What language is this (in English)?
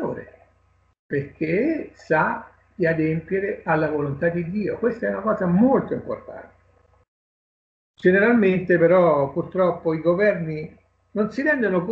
Italian